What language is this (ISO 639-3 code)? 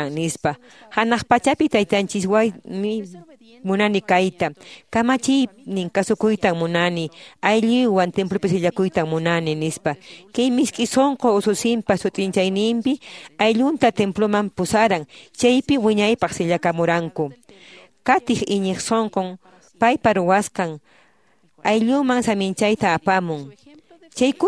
que